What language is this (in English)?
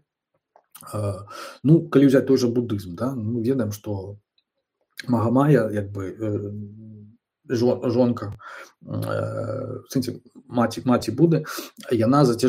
Belarusian